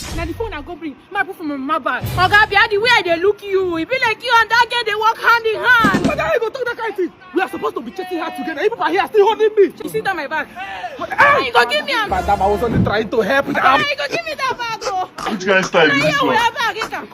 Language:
Nigerian Pidgin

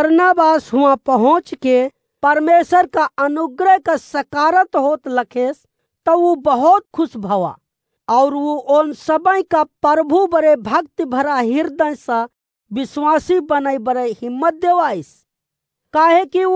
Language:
Awadhi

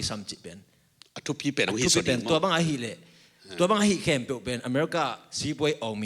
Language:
Tedim Chin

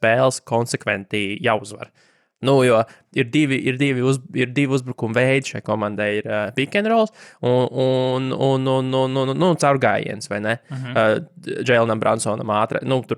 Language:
Latvian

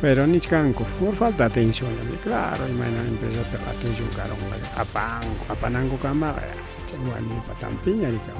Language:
Ayacucho Quechua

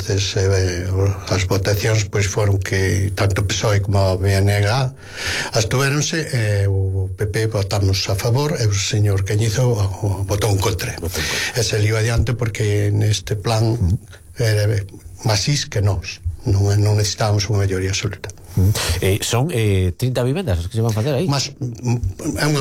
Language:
Galician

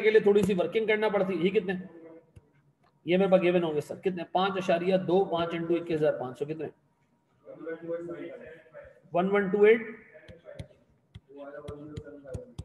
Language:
Hindi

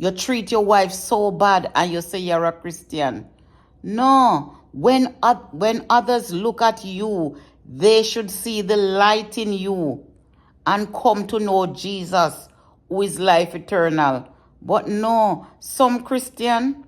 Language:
Jamaican Creole English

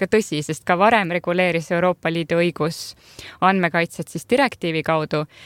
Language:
Estonian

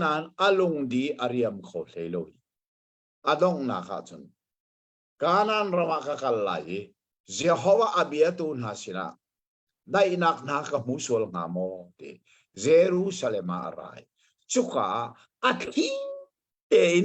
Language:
Hakha Chin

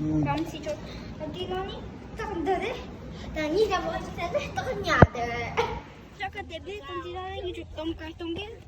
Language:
Tibetan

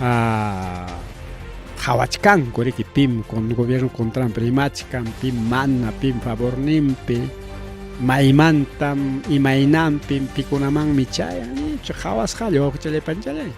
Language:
Ayacucho Quechua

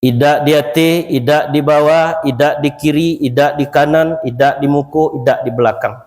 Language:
Minangkabau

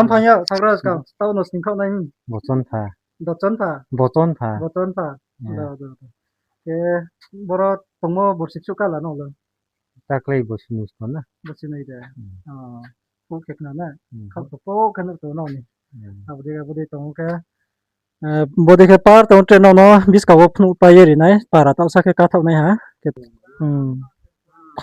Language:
Riang (India)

